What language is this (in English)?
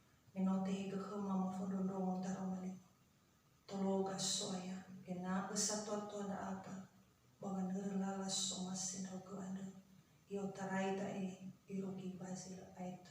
Nias